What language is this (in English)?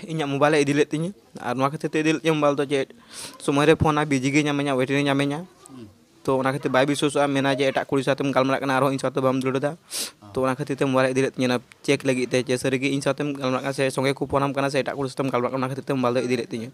Santali